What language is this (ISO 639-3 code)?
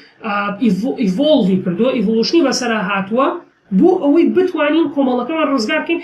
ckb